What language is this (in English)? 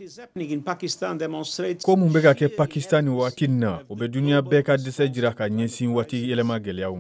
Bambara